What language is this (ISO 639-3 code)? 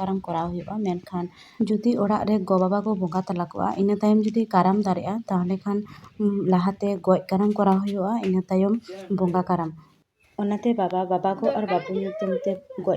sat